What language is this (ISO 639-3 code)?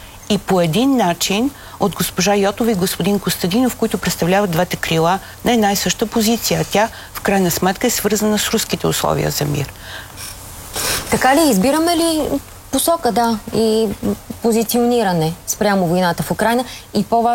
bul